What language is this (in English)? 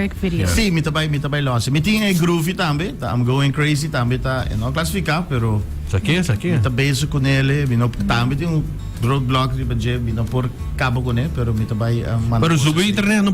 Papiamento